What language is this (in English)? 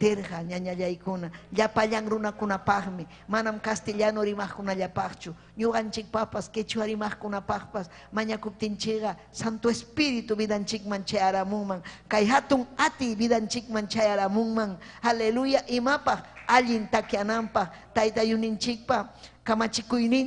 Ayacucho Quechua